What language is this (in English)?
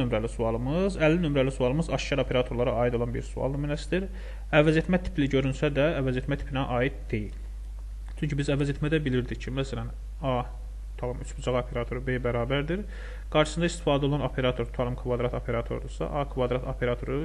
Azerbaijani